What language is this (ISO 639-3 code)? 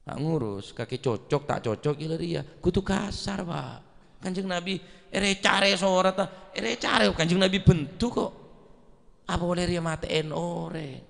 mad